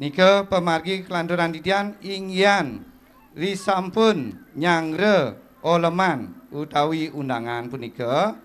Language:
Balinese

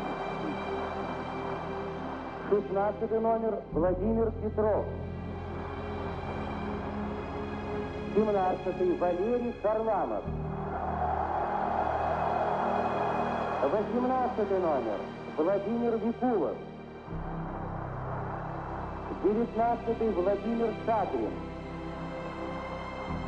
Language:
Russian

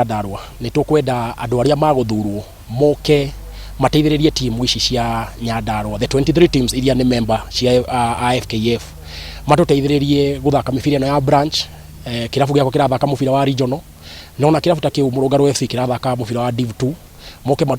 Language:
Kikuyu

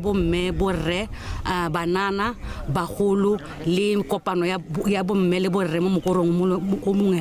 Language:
Tswana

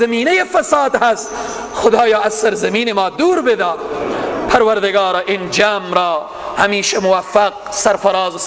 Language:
Persian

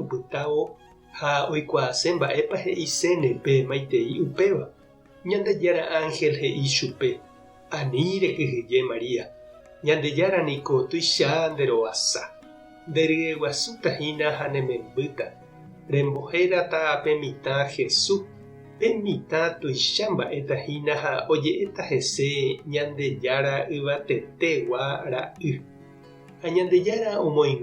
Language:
Guarani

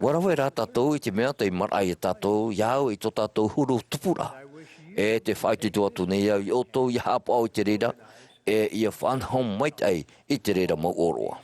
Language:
Tahitian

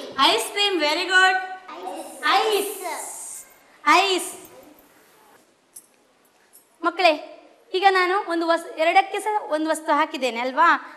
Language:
Kannada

